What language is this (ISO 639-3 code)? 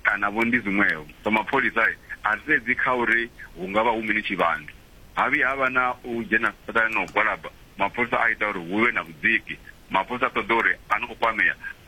ven